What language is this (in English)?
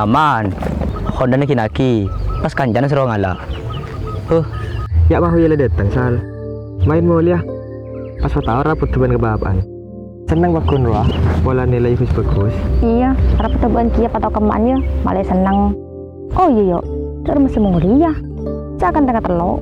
Madurese